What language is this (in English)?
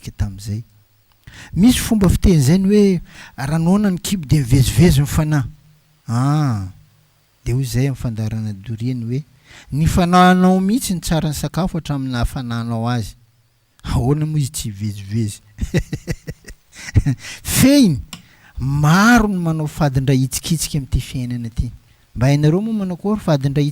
Malagasy